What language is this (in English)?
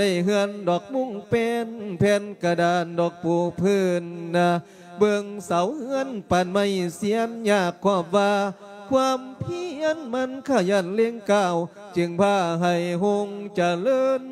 Lao